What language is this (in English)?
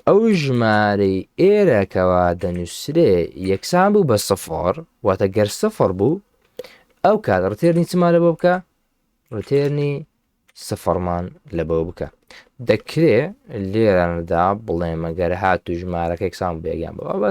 Central Kurdish